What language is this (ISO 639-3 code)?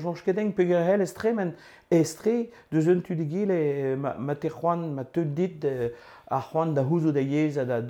bre